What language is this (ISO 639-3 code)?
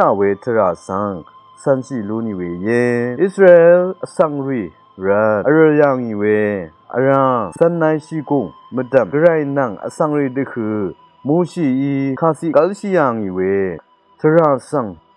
raw